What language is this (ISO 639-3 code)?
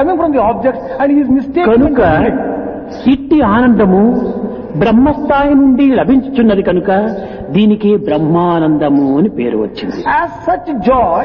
tel